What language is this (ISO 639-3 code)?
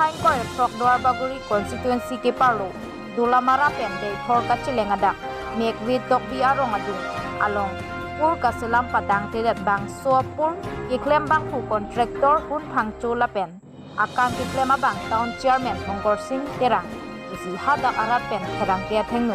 mjw